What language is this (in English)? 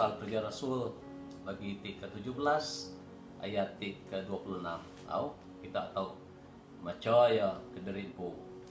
Iban